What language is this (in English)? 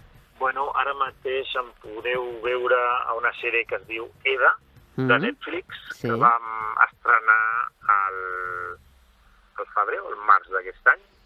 Catalan